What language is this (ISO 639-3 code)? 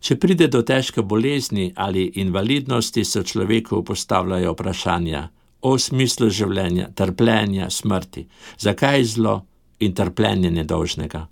slv